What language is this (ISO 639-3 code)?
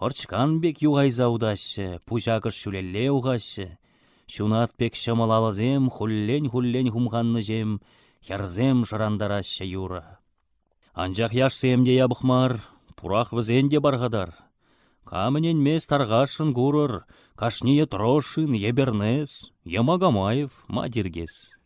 chv